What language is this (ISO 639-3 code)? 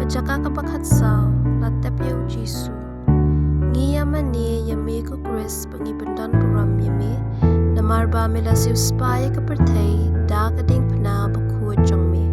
kha